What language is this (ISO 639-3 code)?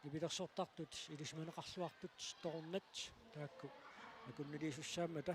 kal